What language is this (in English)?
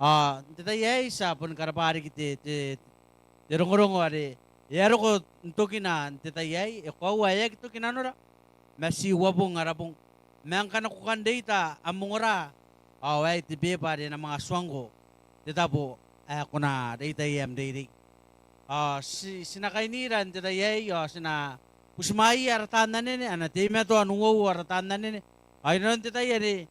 Gilbertese